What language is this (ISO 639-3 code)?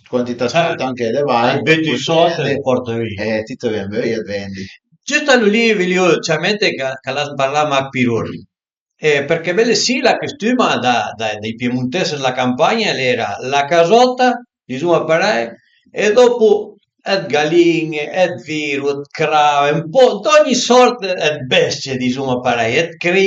pms